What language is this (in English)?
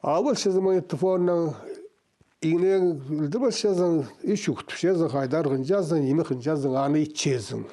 Khakas